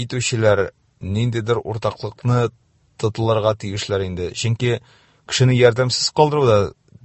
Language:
Tatar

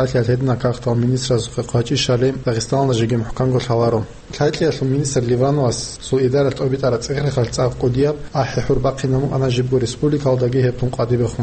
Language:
Avaric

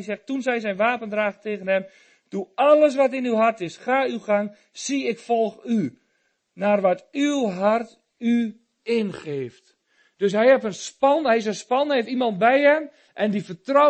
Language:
Dutch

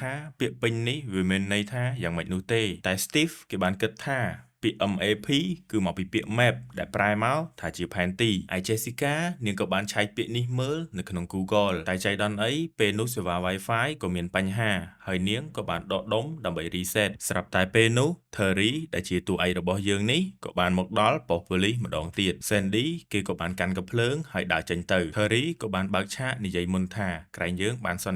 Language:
Khmer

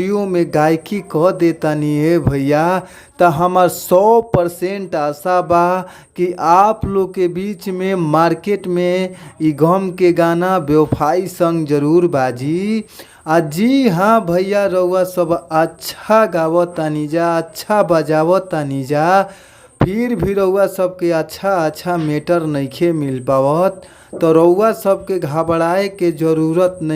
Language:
Bhojpuri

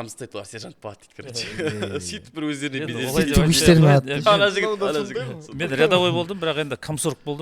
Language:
Kazakh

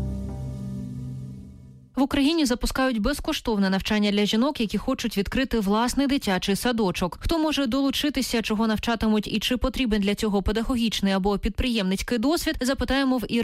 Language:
Ukrainian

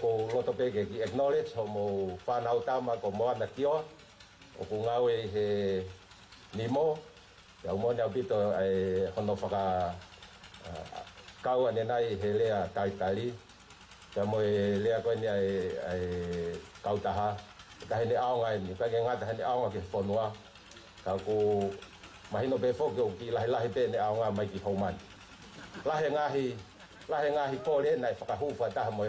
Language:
Tongan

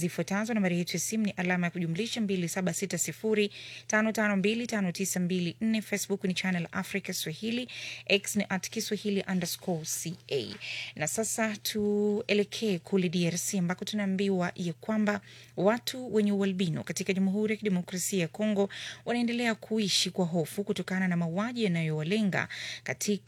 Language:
Swahili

